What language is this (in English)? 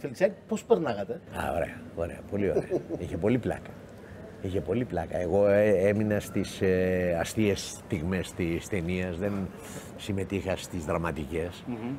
Greek